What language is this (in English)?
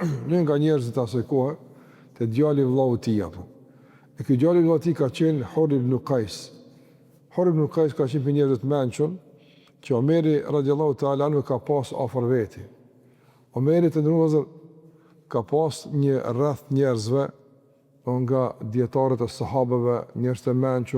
Albanian